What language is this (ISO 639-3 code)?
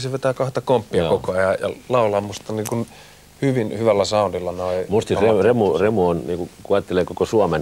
fin